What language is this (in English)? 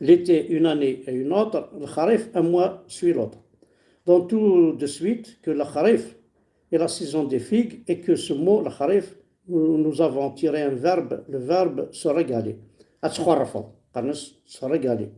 Kabyle